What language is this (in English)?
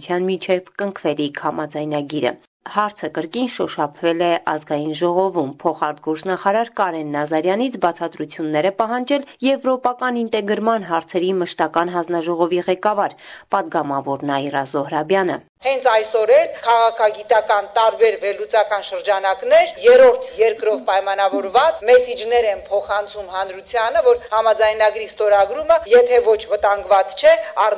Armenian